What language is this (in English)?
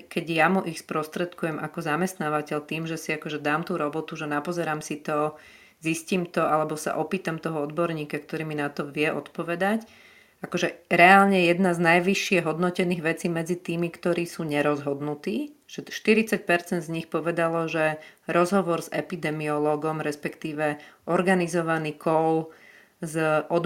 Slovak